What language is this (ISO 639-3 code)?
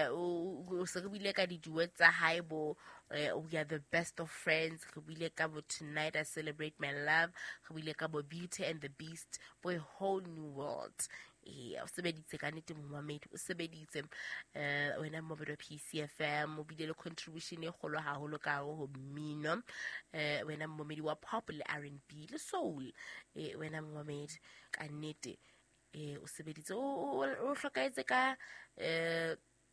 sot